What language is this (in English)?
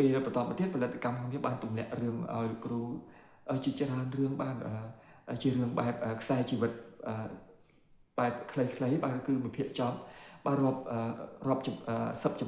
Khmer